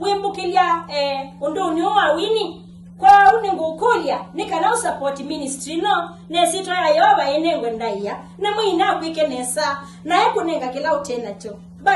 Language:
Kamba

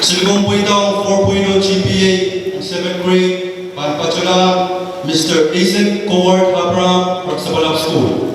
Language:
Pohnpeian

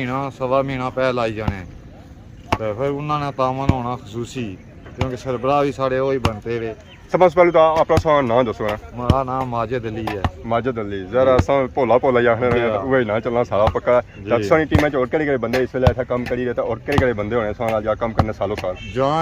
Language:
Pahari-Potwari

